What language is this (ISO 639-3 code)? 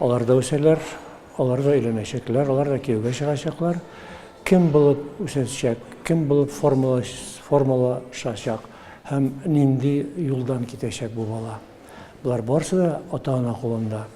tat